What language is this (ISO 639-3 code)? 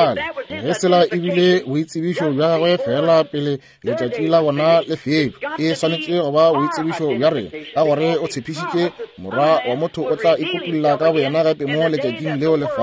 nso